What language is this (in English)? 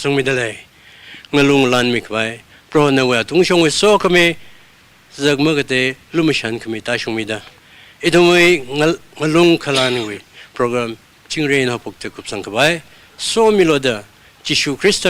Tangkhul Naga (India)